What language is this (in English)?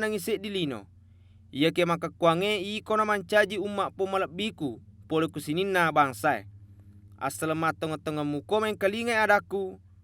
Buginese